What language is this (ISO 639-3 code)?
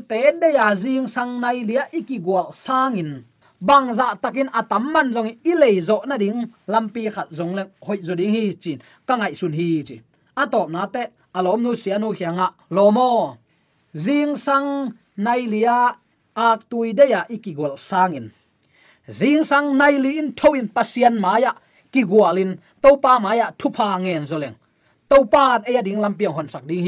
ctd